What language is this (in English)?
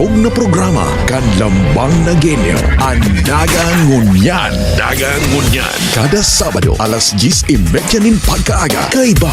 Bikol